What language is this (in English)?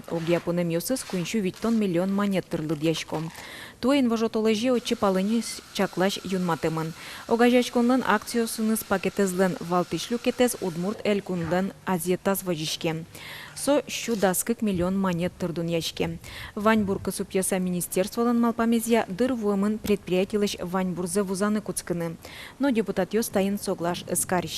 Udmurt